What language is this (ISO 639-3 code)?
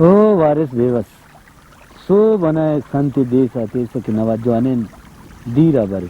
brh